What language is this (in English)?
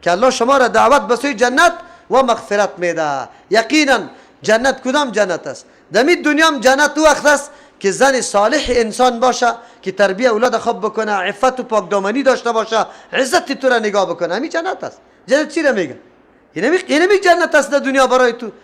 Persian